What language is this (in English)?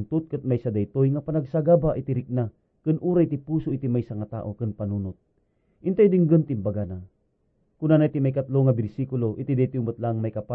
Iloko